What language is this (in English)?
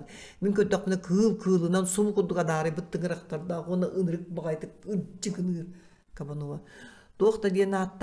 Yakut